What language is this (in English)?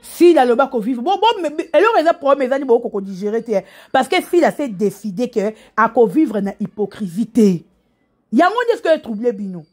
Lingala